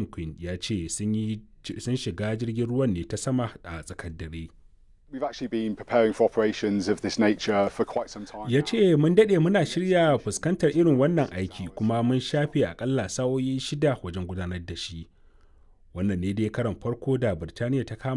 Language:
Hausa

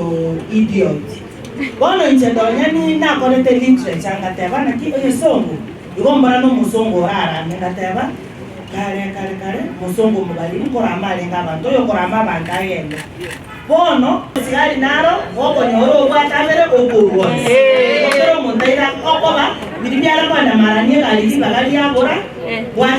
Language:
Gusii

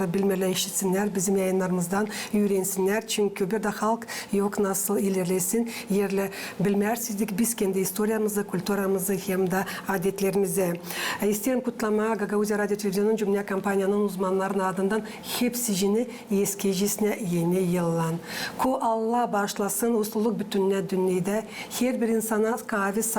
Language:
Gagauz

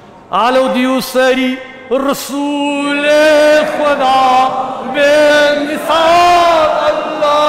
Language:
Kashmiri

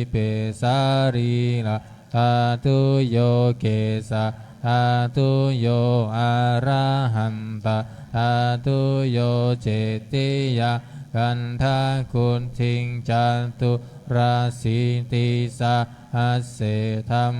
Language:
Pali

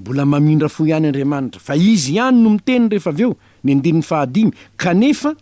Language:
Malagasy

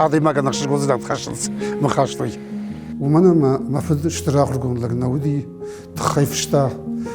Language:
Ossetic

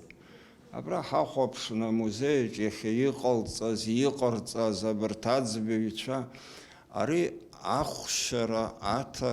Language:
Abkhazian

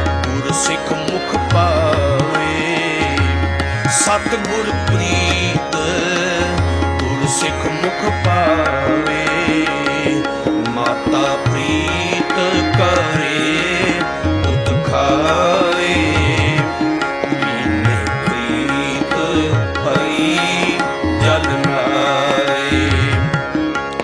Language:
Punjabi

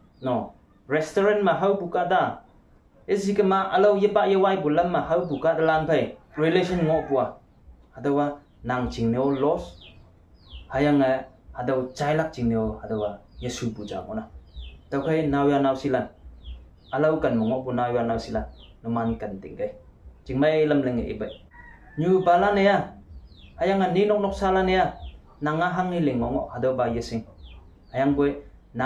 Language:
Konyak Naga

